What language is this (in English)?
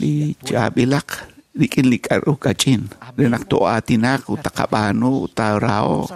Kekchí